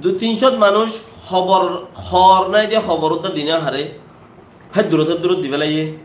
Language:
Rohingya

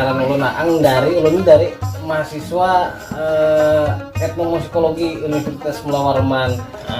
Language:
Banjar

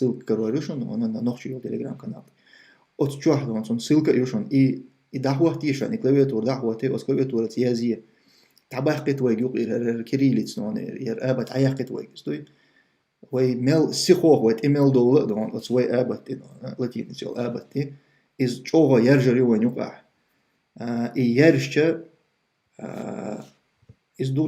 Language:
Chechen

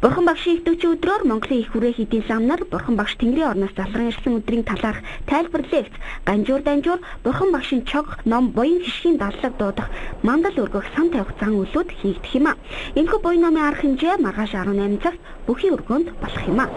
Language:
Mongolian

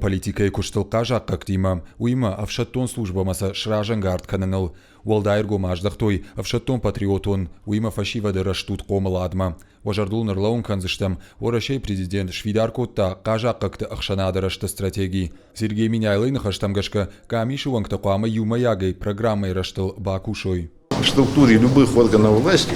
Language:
Ossetic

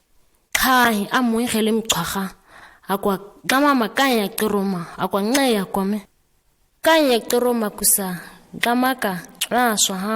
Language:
ǁGana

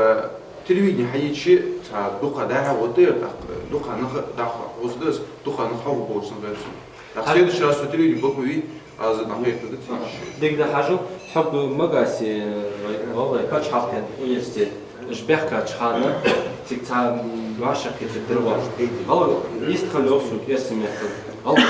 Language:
Ingush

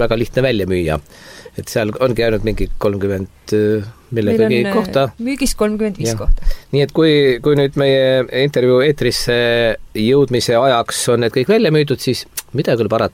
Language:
Estonian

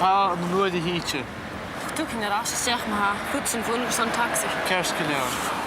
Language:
Scottish Gaelic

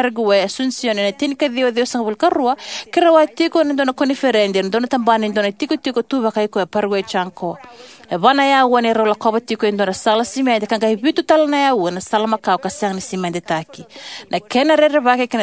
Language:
Fijian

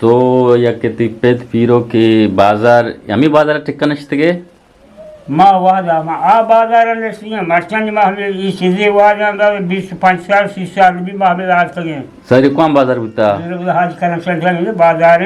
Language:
Eastern Balochi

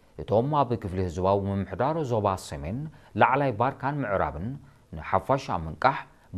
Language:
Tigrinya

